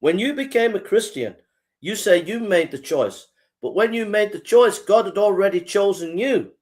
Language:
English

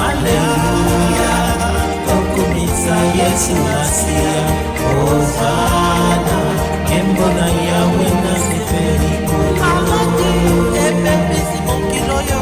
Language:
Tetela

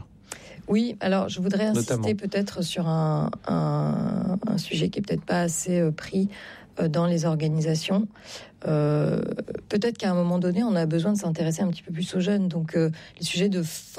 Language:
French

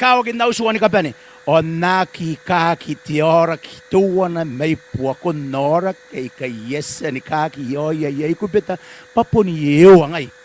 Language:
Gilbertese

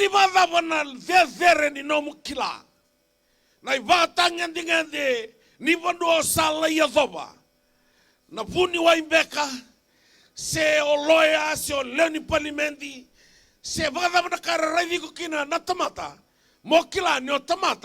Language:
Fijian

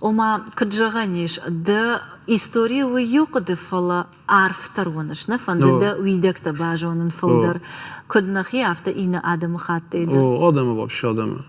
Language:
Ossetic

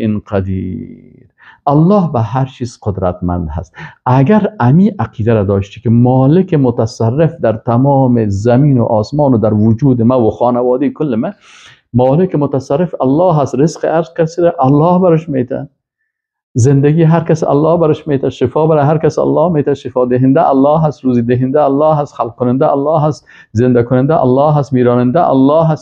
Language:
Persian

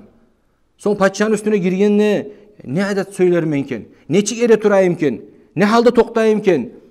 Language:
Kumyk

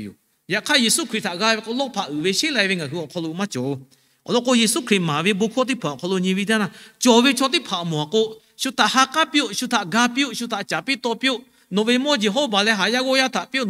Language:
Lahu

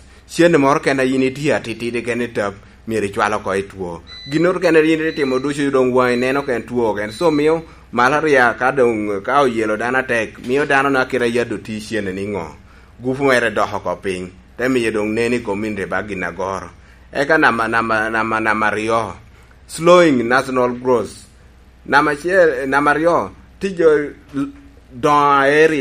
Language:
Lango (Uganda)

